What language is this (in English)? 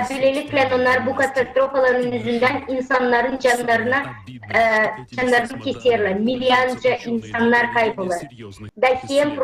Gagauz